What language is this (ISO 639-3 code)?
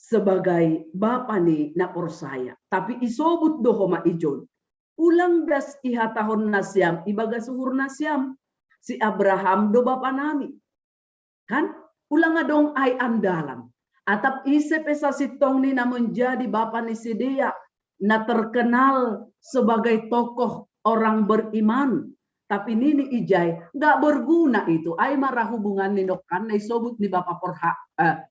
bts